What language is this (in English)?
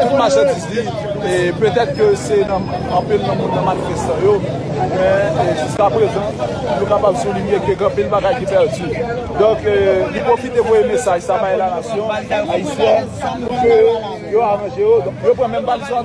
Haitian Creole